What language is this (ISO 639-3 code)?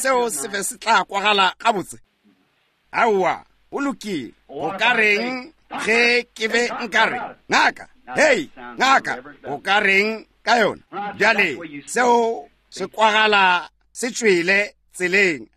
nso